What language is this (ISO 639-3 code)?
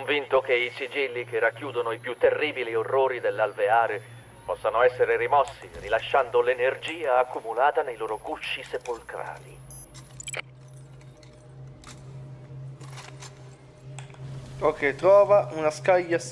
ita